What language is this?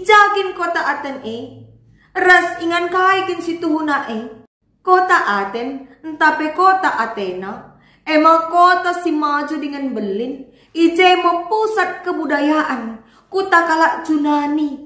Batak Karo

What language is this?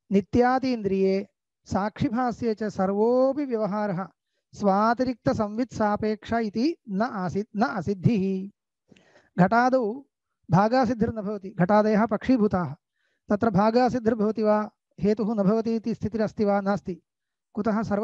Sanskrit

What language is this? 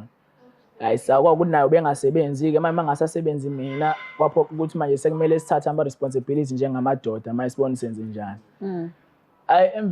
Zulu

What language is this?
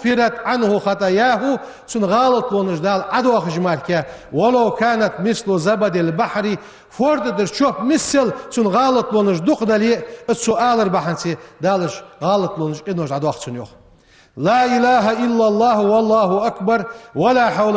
Ingush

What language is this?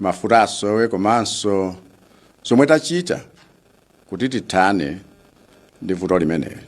Nyanja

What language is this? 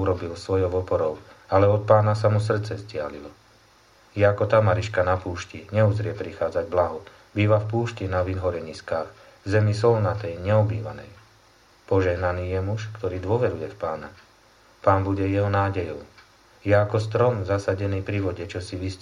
Slovak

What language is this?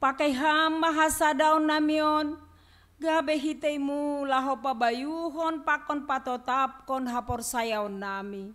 Batak Simalungun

